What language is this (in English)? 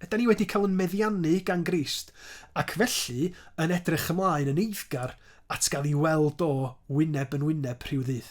Welsh